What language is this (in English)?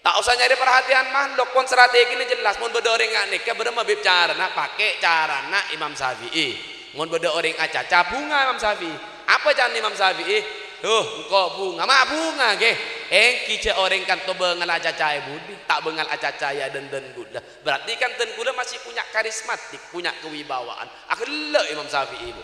Madurese